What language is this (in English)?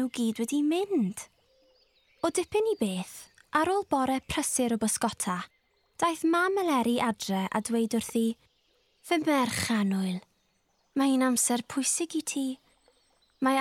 Welsh